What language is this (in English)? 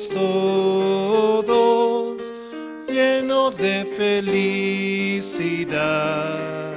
Aymara